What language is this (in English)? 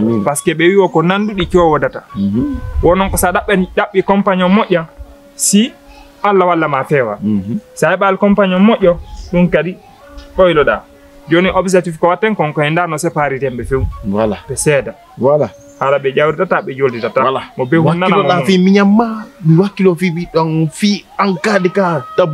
Fula